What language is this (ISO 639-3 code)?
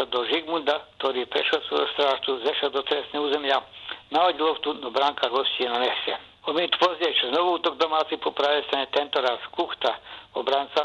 bos